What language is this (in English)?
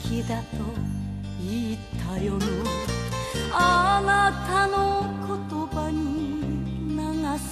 Japanese